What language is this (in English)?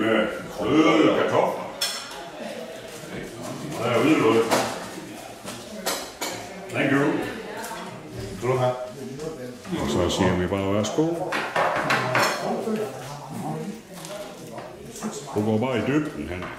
Danish